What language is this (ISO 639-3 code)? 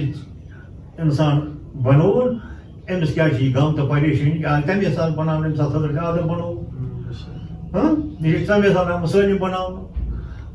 kas